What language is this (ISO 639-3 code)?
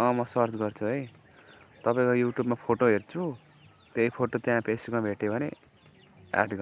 nep